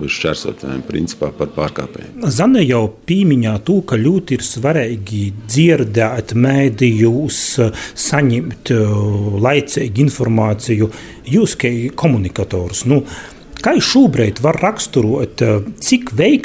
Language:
Latvian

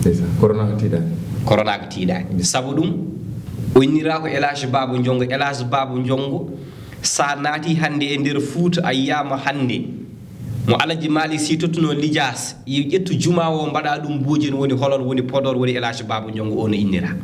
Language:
Fula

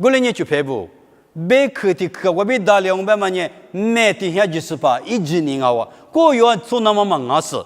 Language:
Lisu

